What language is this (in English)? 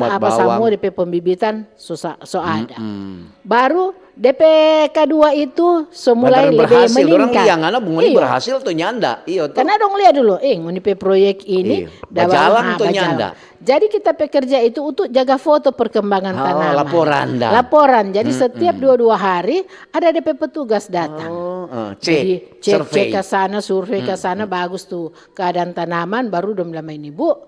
Manado Malay